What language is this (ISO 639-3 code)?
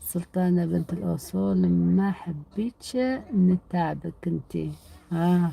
arq